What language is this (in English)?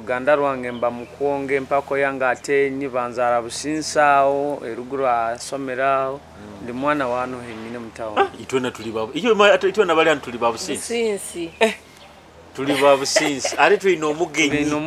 Nyoro